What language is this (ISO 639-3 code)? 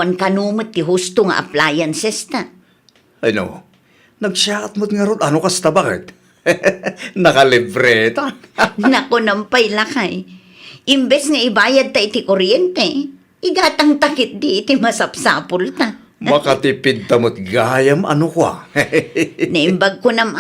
ilo